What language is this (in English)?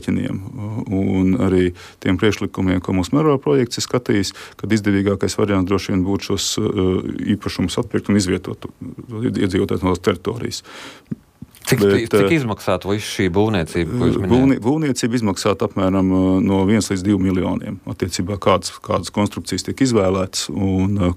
Latvian